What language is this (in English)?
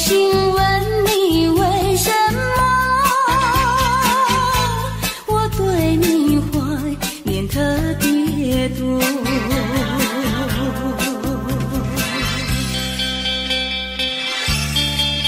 Chinese